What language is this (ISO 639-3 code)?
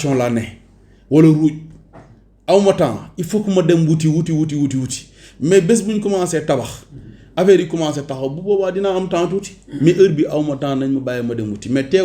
wol